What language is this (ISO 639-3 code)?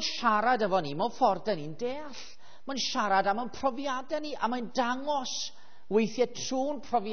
cym